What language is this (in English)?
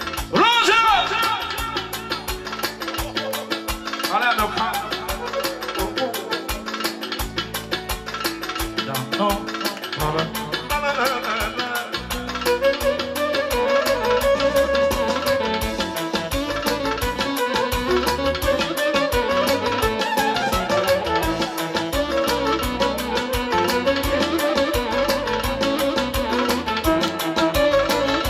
Romanian